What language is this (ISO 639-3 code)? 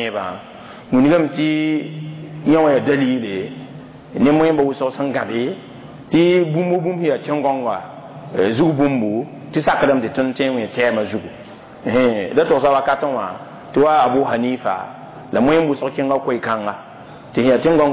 mos